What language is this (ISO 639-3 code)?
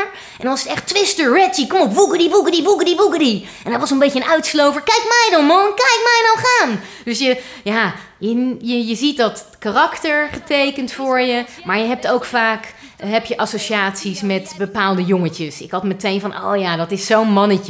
nld